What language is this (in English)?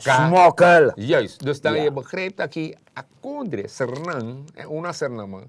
Sranan Tongo